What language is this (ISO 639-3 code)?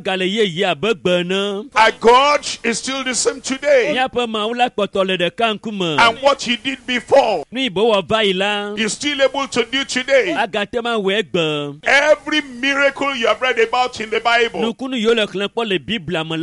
ewe